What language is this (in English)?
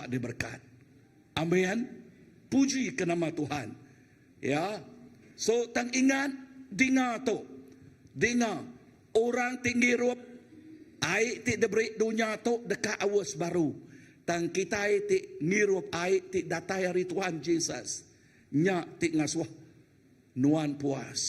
Iban